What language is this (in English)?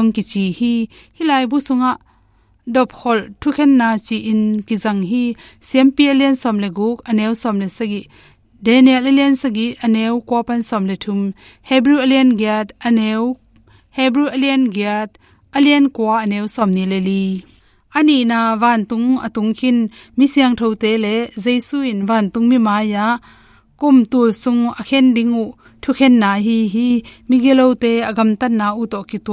Tedim Chin